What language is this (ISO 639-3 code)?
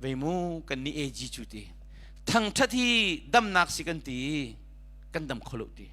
cnh